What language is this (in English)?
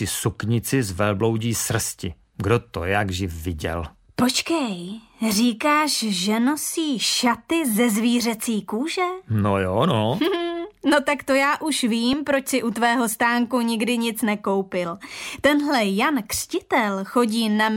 Czech